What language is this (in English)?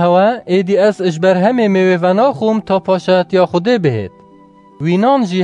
Kurdish